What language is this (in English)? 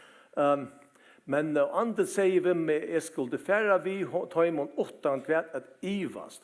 Faroese